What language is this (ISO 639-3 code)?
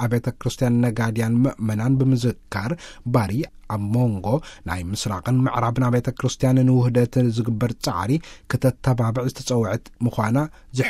tir